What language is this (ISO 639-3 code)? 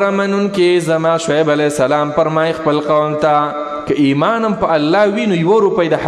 pus